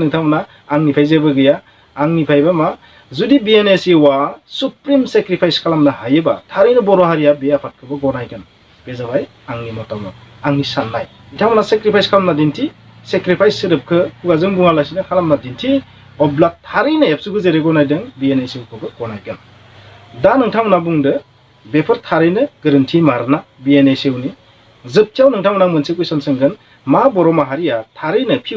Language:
Bodo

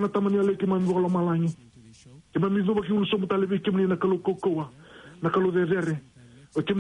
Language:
Fijian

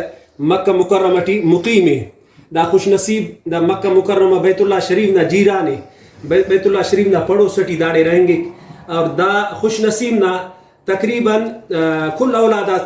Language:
Brahui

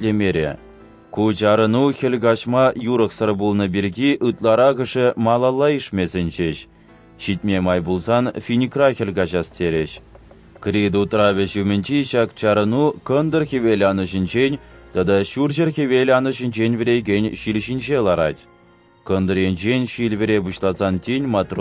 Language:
Chuvash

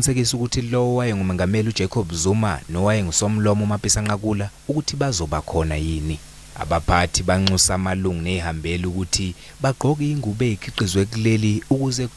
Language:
Zulu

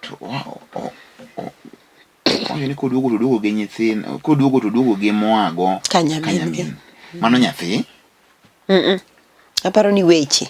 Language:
Luo (Kenya and Tanzania)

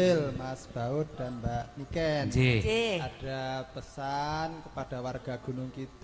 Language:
Indonesian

